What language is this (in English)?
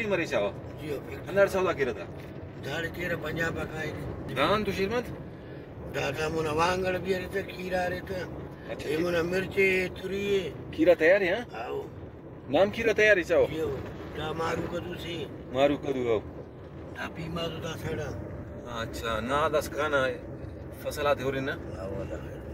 Brahui